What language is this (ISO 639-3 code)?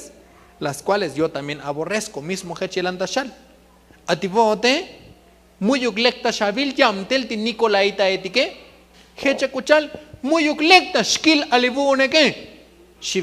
tzo